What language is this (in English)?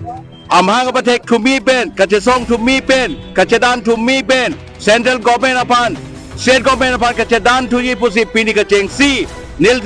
Karbi